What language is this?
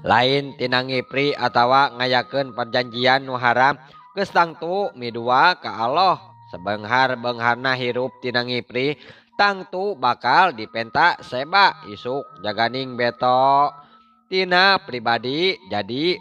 Sundanese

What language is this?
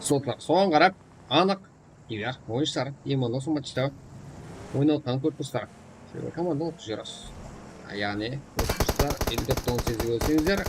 Kara-Kalpak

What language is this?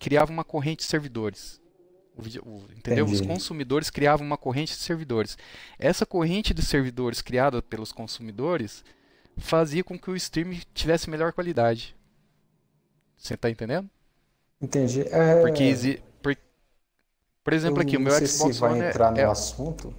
Portuguese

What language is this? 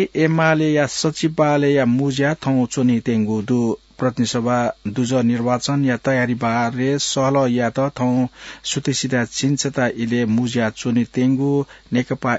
Newari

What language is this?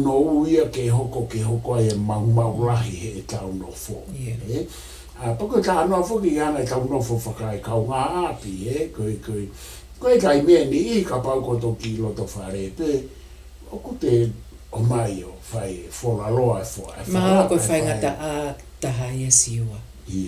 Tongan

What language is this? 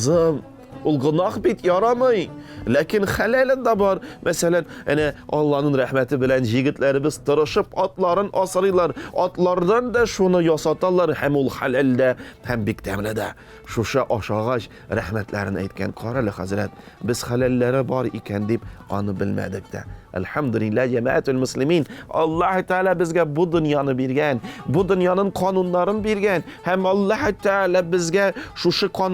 Tatar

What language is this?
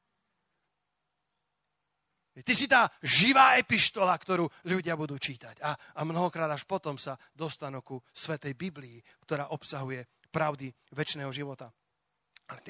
Slovak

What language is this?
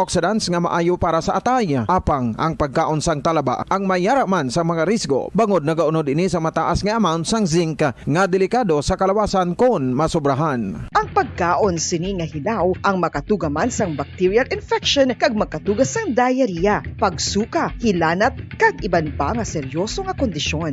Hiligaynon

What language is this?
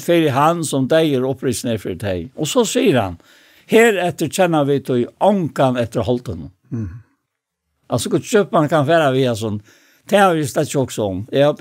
Faroese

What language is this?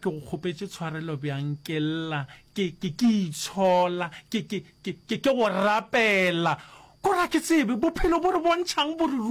Northern Sotho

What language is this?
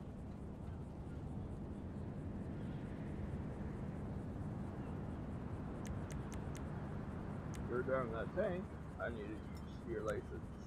English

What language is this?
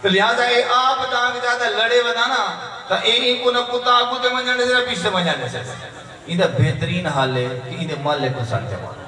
Saraiki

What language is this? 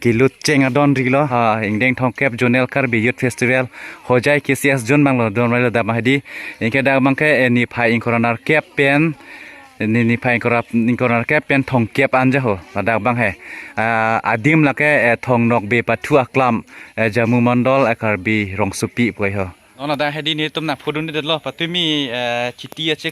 Karbi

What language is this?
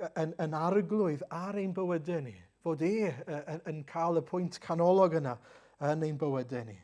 Welsh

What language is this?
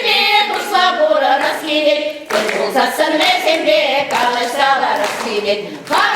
Chuvash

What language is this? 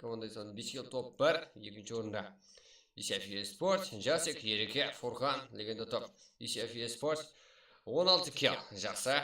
Kara-Kalpak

